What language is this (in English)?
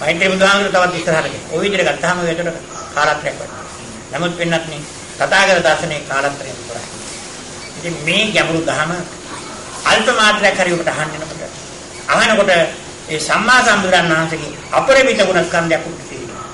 Sinhala